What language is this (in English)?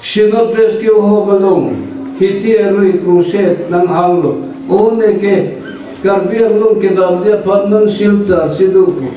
Karbi